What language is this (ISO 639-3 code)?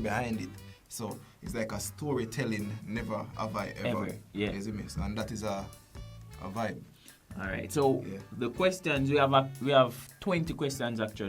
jam